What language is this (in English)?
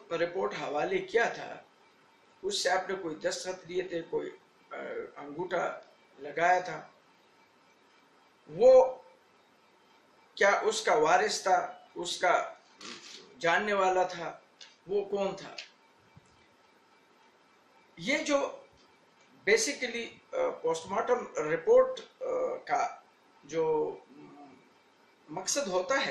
Urdu